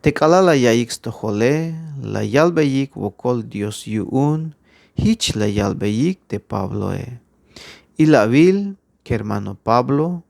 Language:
Tzeltal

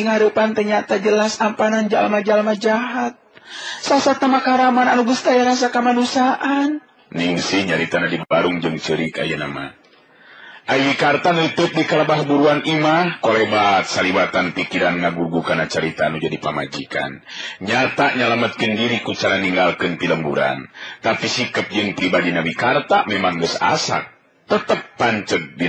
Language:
Sundanese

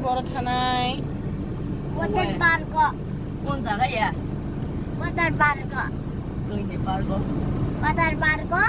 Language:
Kok Borok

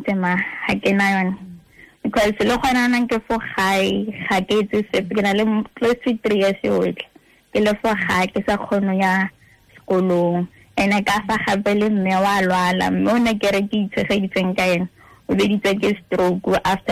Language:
Tswana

